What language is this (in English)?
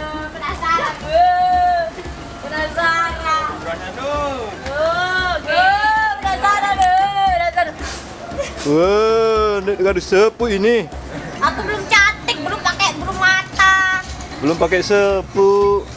Sasak